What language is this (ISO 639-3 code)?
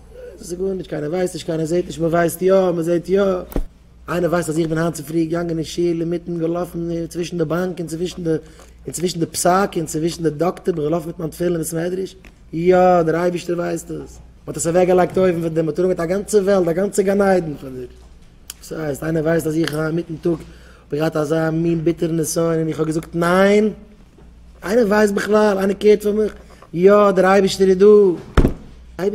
yid